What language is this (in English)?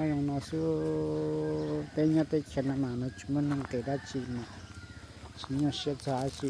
Hmong